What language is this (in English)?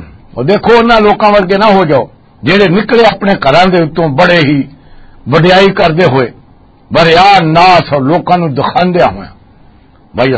Western Panjabi